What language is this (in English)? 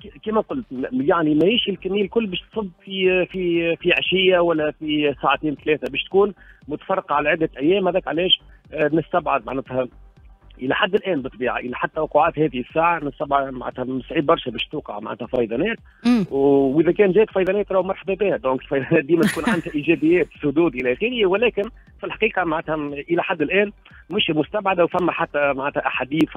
Tunisian Arabic